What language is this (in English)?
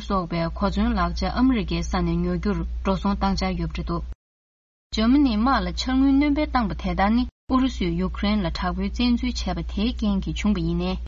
Tibetan